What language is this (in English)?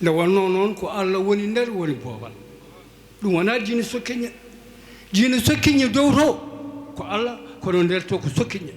Fula